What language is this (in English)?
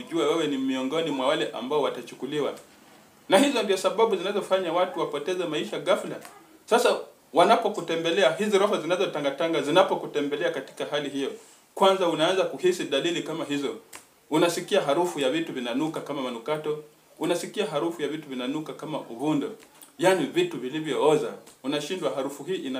Swahili